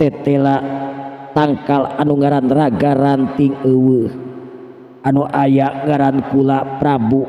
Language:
Sundanese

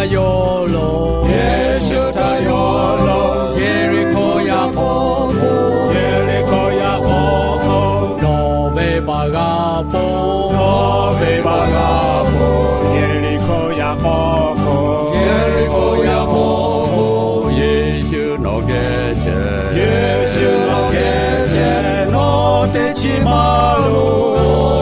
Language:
Lahu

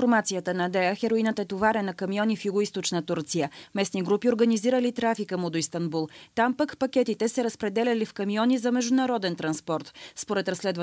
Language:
Bulgarian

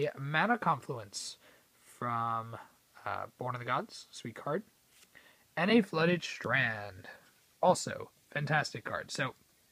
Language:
English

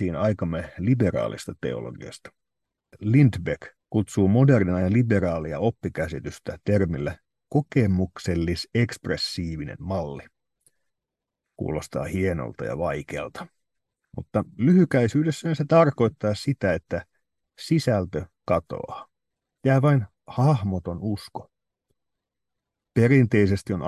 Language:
Finnish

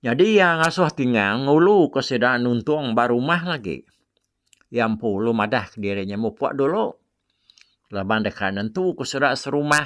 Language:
Iban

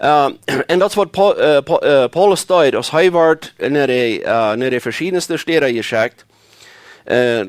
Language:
Plautdietsch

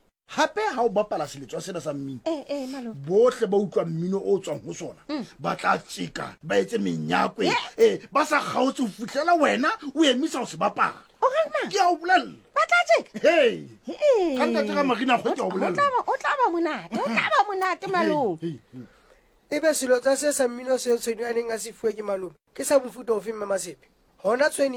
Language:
Southern Sotho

